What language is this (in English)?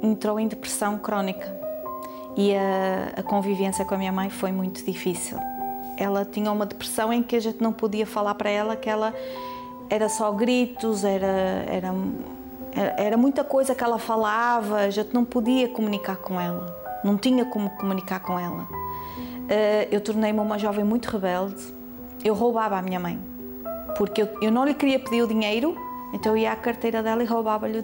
Portuguese